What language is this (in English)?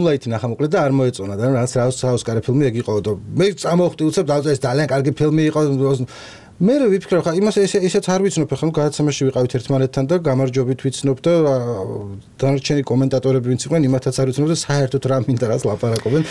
Georgian